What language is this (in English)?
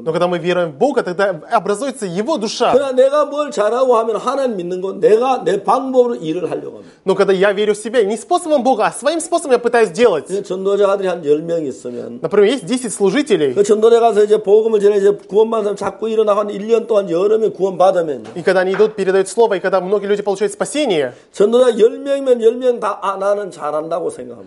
Korean